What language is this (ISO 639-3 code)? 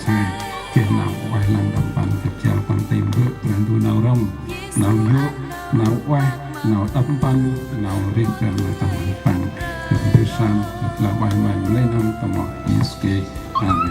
cmo